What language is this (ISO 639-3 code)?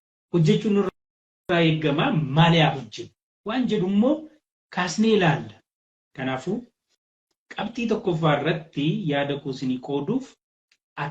orm